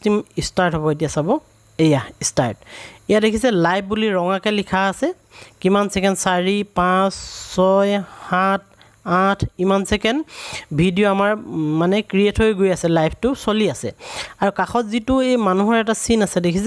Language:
Assamese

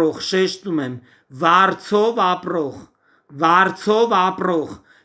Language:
Armenian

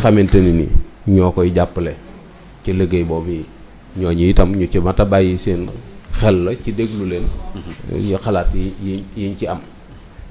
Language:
Wolof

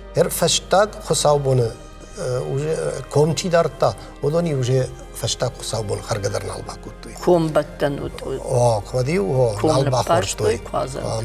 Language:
Ossetic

